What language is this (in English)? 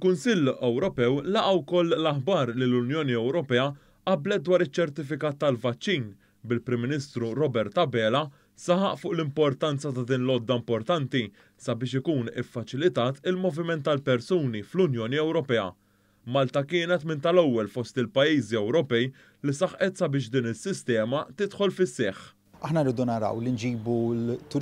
Maltese